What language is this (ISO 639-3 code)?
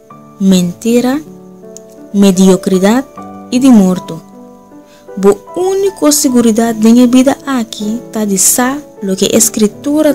pap